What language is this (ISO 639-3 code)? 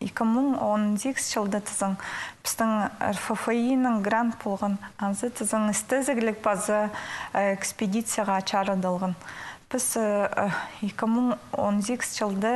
kjh